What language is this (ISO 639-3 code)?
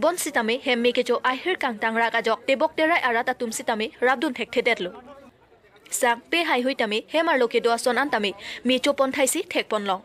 mjw